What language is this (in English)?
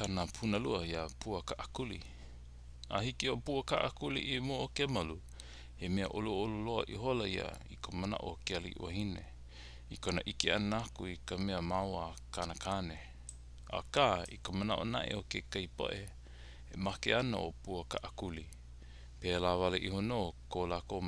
Hawaiian